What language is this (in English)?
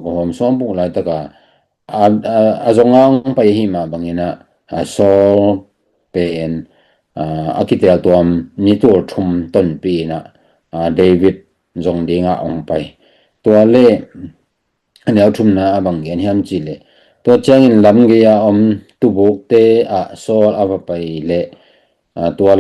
Tedim Chin